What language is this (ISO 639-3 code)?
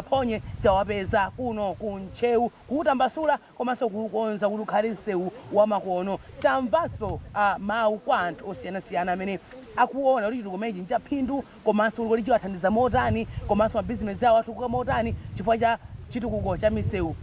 nya